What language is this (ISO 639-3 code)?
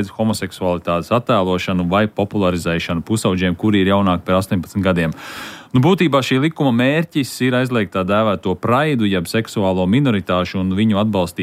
lav